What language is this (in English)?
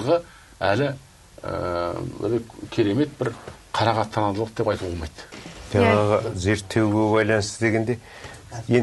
Kazakh